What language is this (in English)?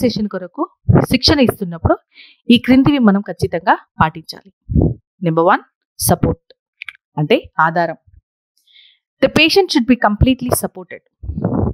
Telugu